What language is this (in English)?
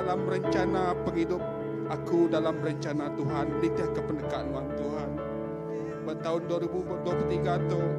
Iban